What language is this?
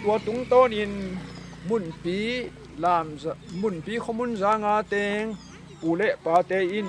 Tedim Chin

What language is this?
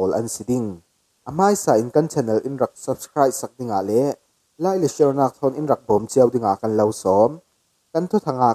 Falam Chin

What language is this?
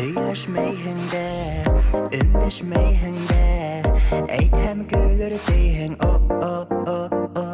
Bashkir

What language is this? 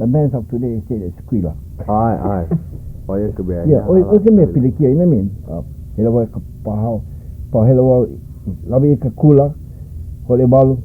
Hawaiian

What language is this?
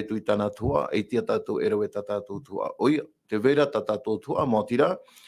Tahitian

